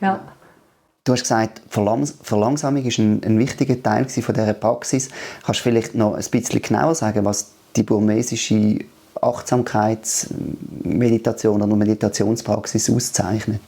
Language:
Swiss German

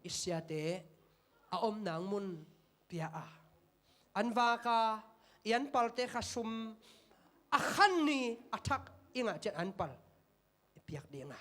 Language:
Tedim Chin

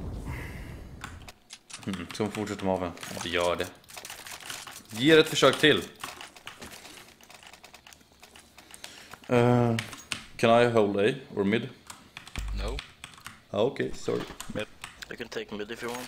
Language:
Swedish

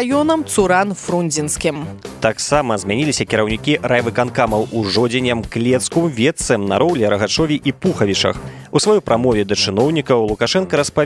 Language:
Belarusian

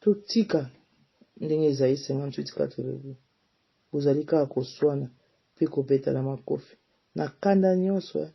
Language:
Lingala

